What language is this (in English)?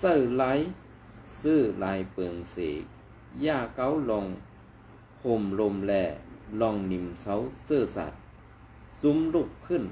Shan